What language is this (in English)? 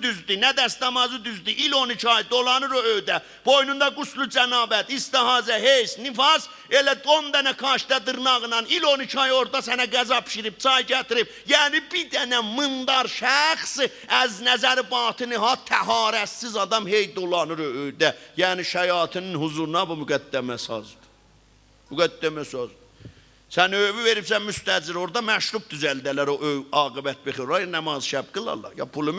South Azerbaijani